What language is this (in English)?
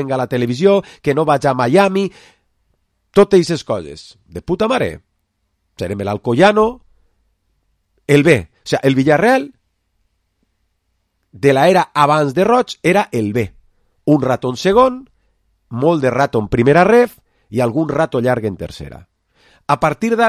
Catalan